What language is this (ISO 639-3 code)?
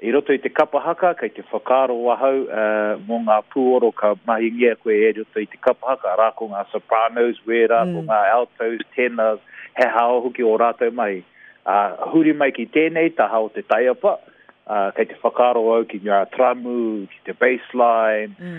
mri